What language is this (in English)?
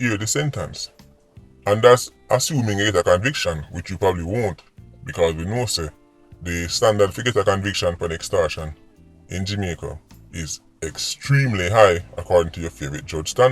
Jamaican Creole English